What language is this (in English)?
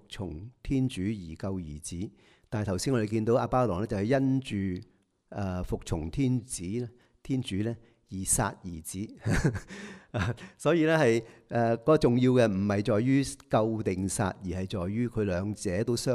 Cantonese